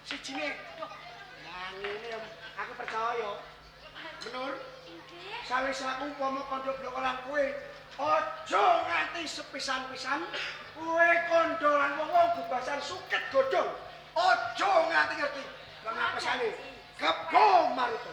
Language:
Javanese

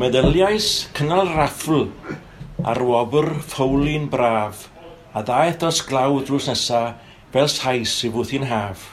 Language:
Welsh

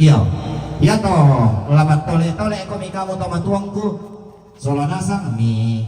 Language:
Toraja-Sa'dan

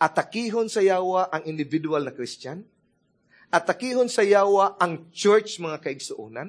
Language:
Cebuano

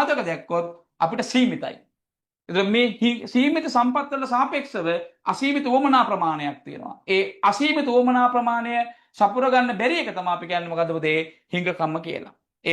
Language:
Sinhala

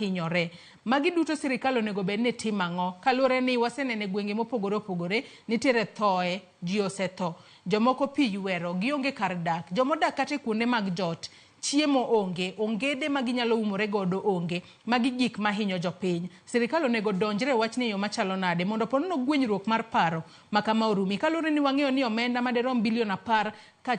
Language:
Luo (Kenya and Tanzania)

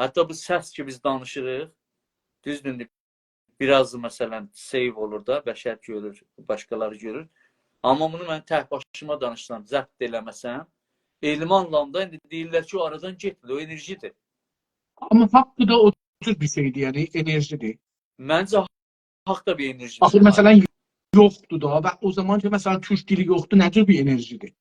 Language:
South Azerbaijani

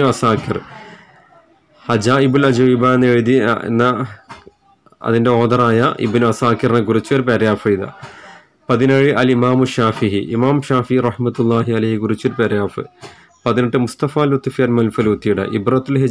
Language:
Malayalam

